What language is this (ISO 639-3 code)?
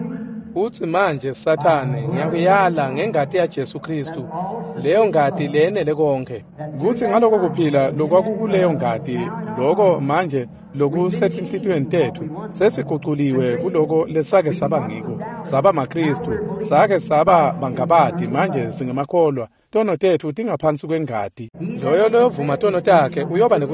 ssw